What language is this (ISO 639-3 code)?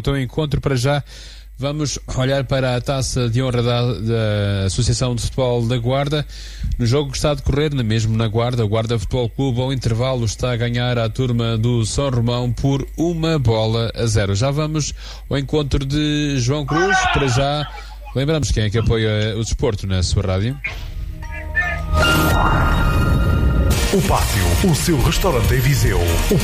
por